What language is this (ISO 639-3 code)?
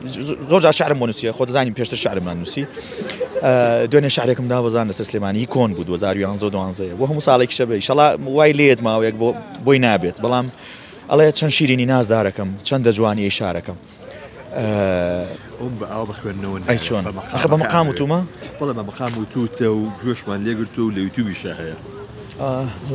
ckb